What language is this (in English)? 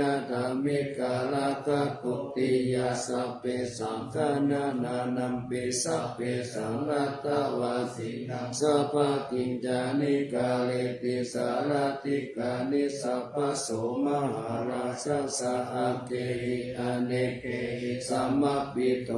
Pali